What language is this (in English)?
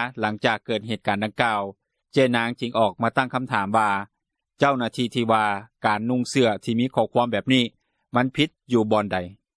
Lao